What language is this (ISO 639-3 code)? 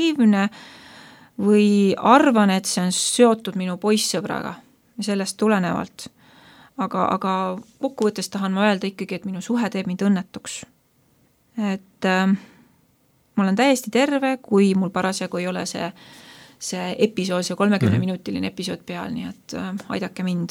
est